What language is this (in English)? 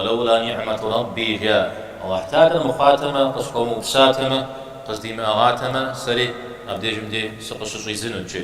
Kabardian